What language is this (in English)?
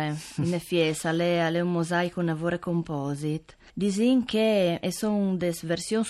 Friulian